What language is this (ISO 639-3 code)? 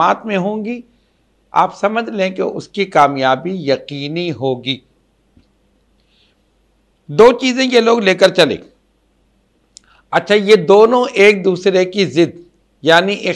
urd